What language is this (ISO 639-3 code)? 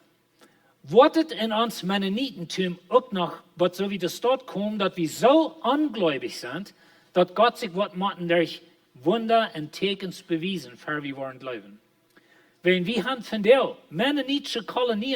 pdt